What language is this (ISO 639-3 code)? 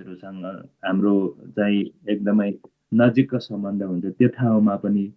nep